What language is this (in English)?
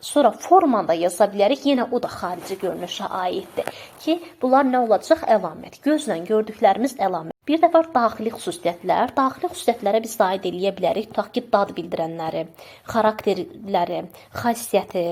Azerbaijani